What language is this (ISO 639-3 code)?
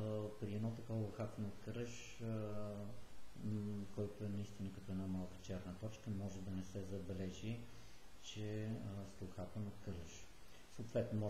bul